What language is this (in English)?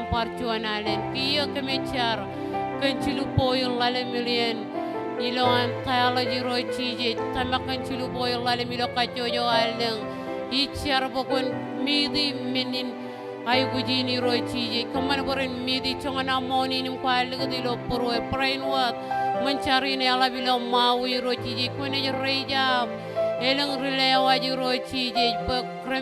Marshallese